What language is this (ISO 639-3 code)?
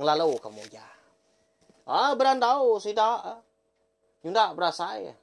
iba